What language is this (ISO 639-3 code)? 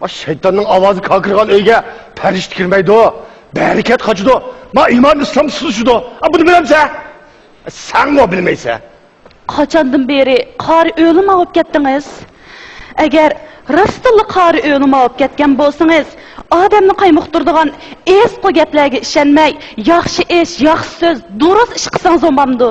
uig